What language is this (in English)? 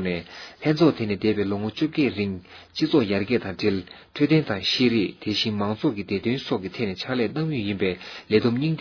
Tibetan